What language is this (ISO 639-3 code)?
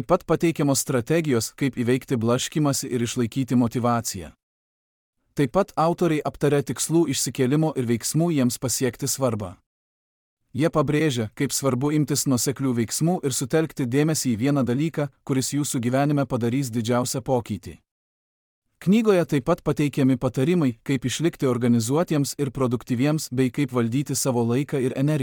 lit